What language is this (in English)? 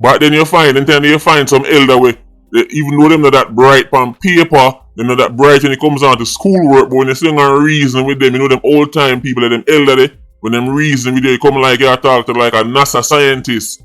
Jamaican Creole English